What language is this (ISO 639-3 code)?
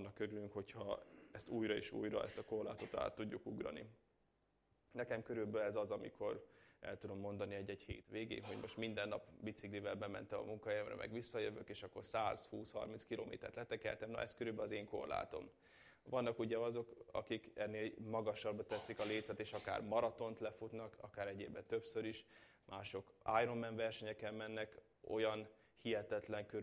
hun